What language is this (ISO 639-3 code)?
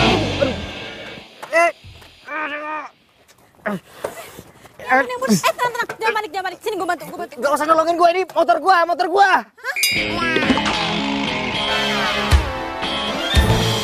ind